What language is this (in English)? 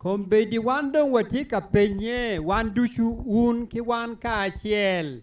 Acoli